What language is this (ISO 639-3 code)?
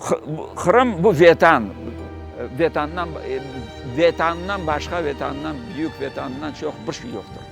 crh